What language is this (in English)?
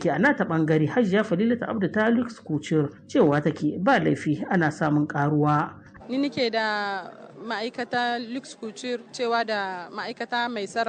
Hausa